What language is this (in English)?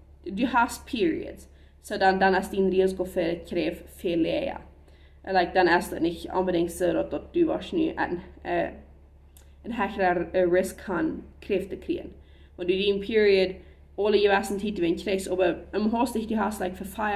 Plautdietsch